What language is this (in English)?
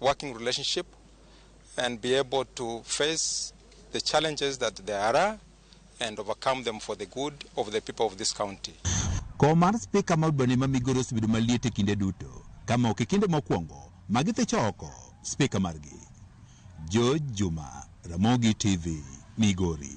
Luo (Kenya and Tanzania)